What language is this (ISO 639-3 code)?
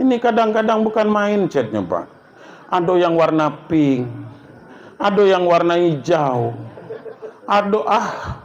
min